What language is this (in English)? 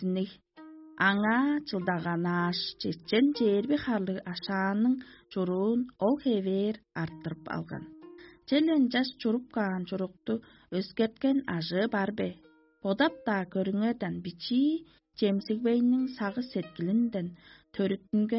Tuvinian